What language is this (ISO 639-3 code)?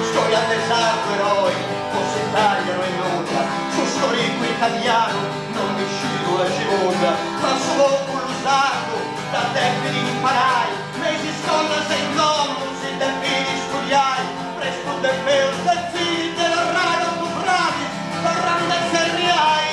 srd